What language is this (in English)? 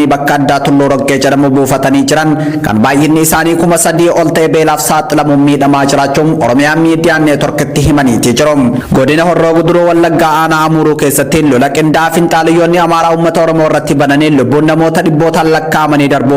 Oromo